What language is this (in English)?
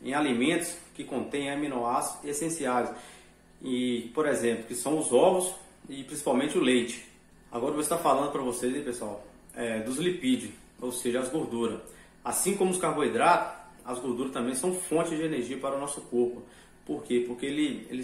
Portuguese